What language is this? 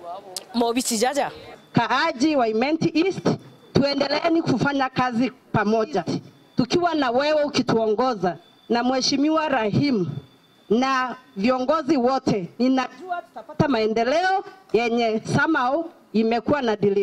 Meru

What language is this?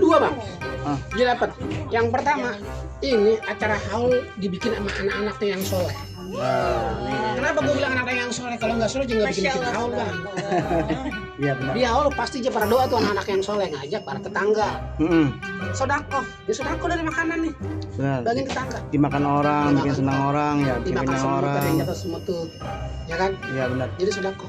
Betawi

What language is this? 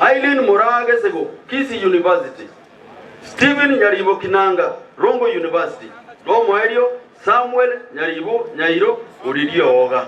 Gusii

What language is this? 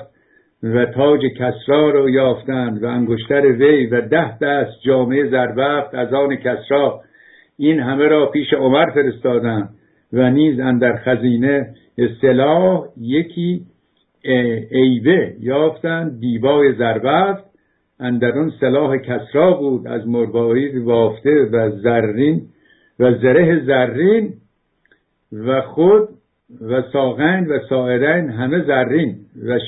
Persian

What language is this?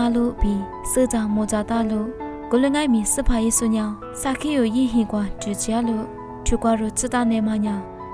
Lisu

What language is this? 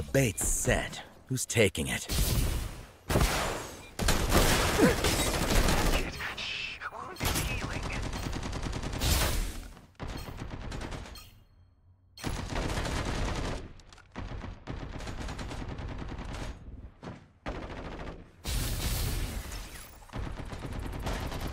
English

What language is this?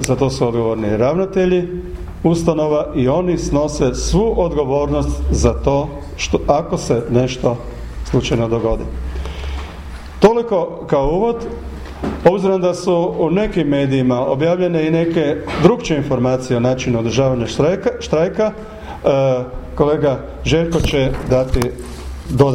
Croatian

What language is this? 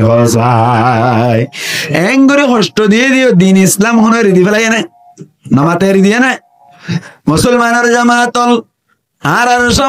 Rohingya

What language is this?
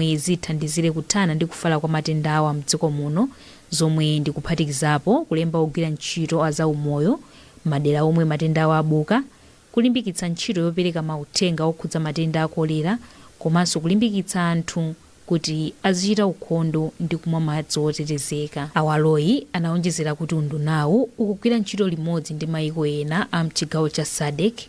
Nyanja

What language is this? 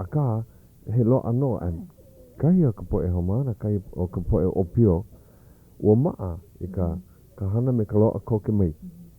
Hawaiian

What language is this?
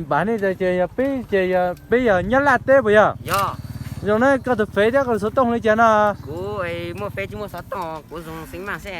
Hmong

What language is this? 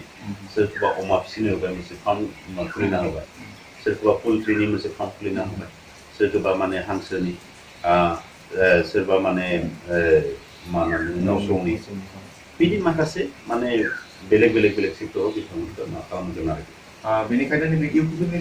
Bodo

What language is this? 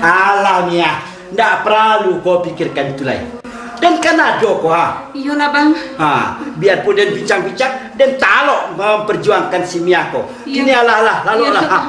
Minangkabau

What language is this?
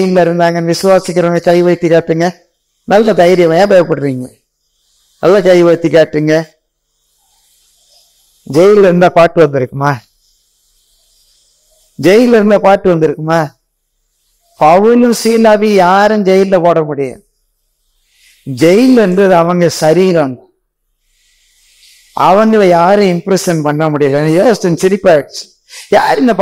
Tamil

